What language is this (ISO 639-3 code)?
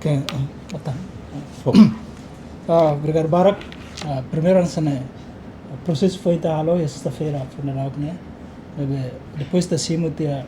tet